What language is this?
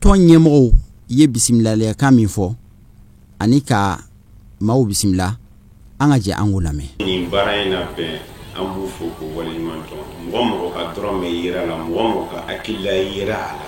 Bambara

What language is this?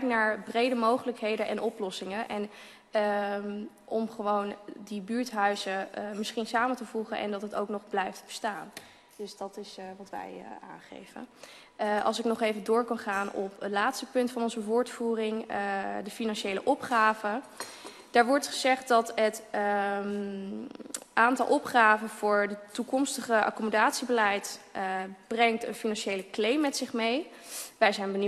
Dutch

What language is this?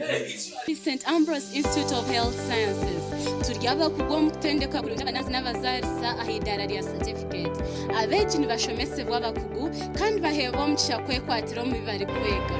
Nyankole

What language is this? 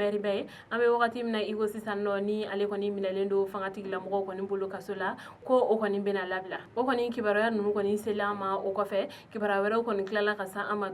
Bambara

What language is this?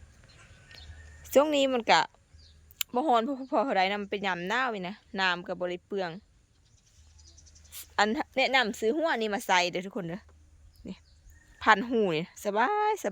Lao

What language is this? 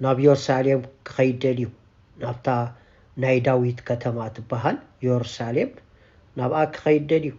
Tigrinya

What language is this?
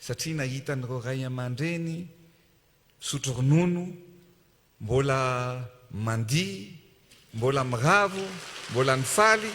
Malagasy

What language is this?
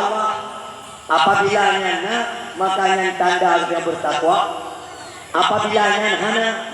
Achinese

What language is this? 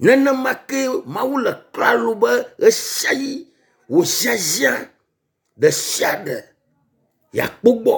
Ewe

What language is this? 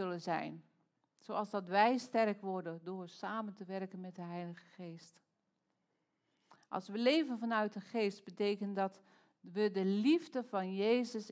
Dutch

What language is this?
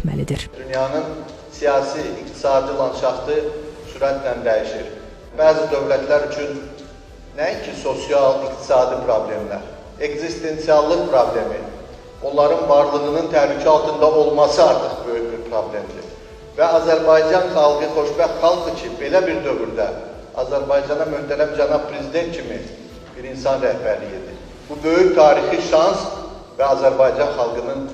Azerbaijani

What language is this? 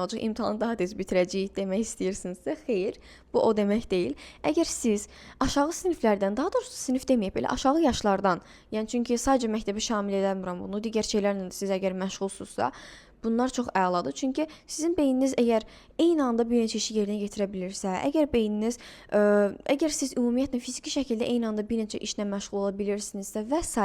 Azerbaijani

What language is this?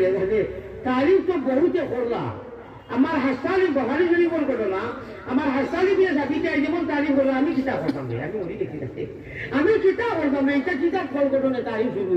Sylheti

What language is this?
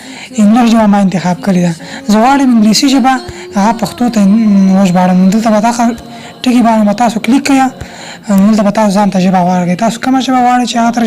Pashto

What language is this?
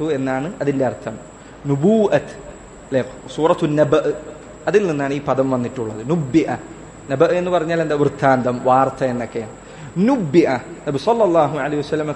Malayalam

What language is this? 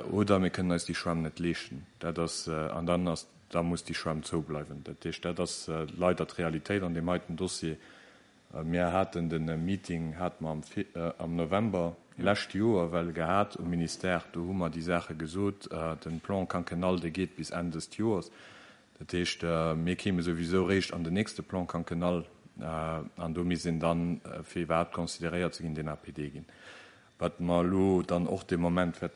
Luxembourgish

